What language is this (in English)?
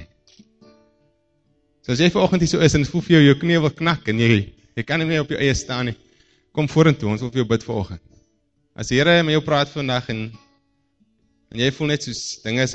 Afrikaans